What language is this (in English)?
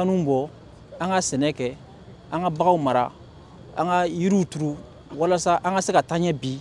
Bambara